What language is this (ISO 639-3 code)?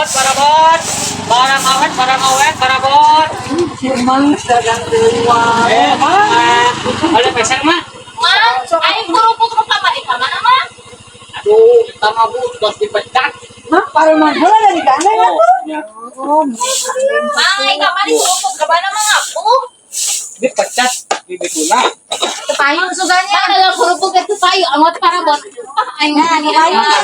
sun